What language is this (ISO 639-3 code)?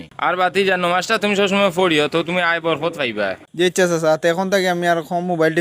syl